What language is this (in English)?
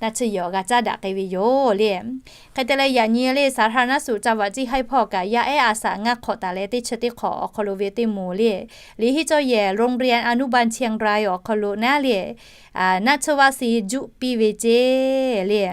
Lahu